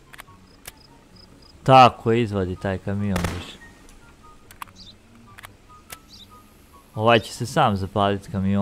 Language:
Croatian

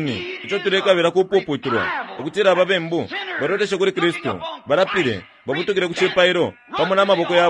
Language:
Bemba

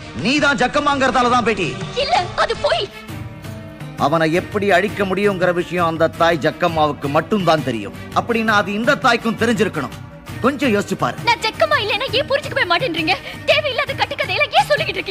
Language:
Tamil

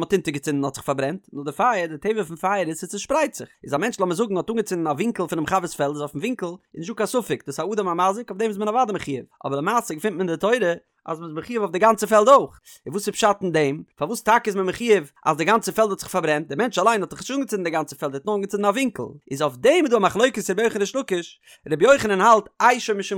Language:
Yiddish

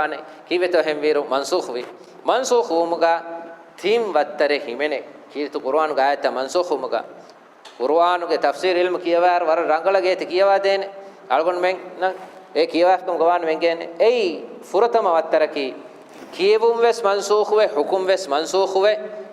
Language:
Divehi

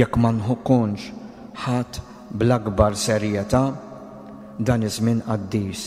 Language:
Maltese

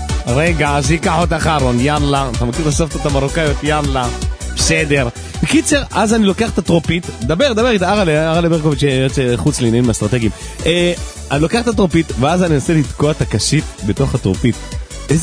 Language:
Hebrew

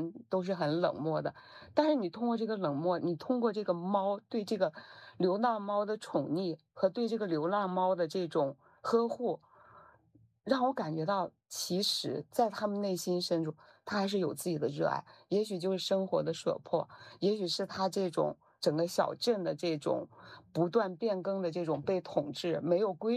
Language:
Chinese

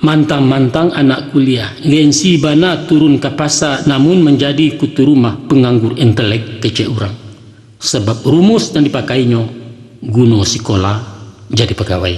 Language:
Minangkabau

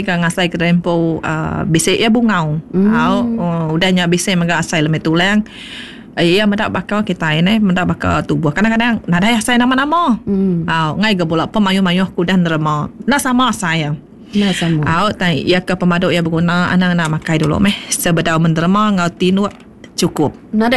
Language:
Iban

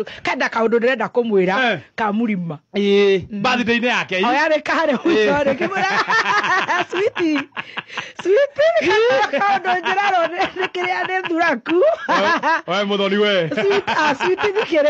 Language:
Kikuyu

